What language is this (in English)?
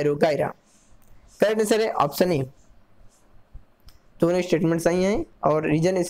Hindi